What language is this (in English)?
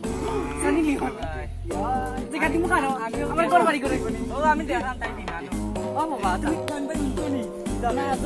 Sylheti